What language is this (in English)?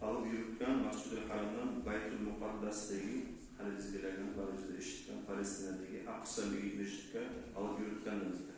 Kumyk